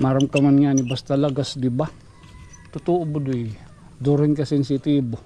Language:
Waray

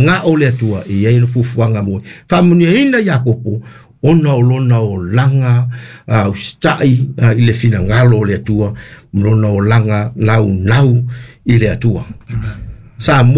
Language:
Samoan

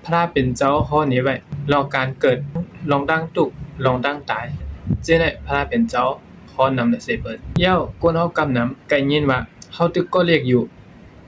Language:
Shan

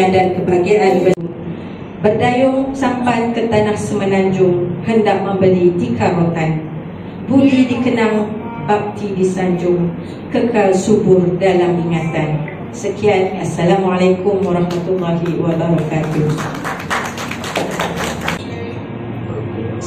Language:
Malay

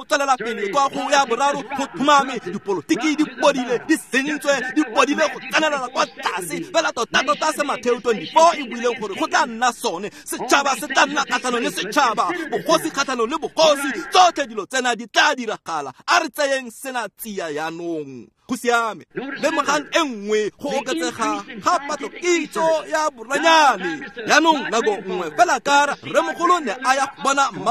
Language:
Tswana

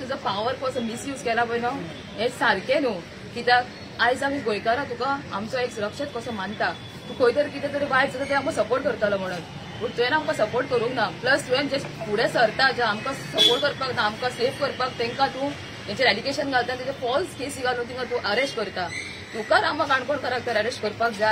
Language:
Konkani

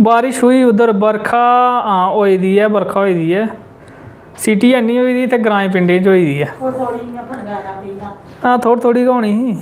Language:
Dogri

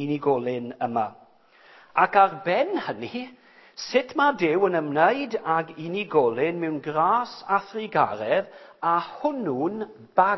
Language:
Welsh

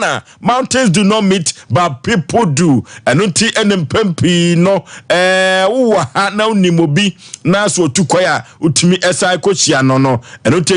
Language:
Akan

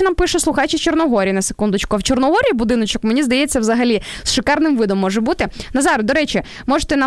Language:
Ukrainian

